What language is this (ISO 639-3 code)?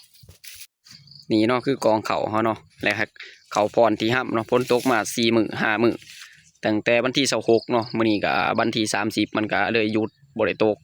lao